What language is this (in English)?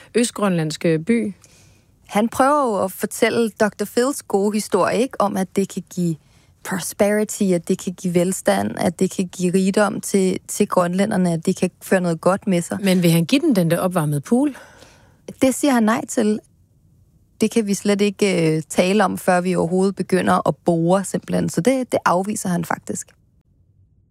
Danish